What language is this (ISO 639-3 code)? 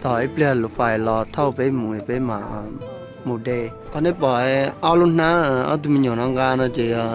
hmn